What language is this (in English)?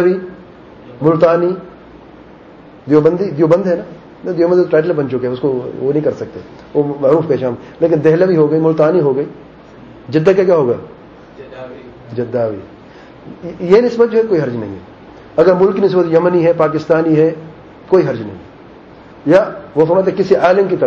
Urdu